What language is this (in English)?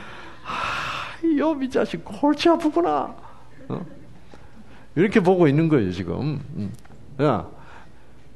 Korean